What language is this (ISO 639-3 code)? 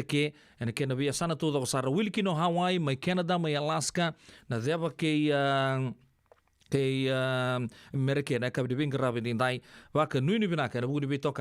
fij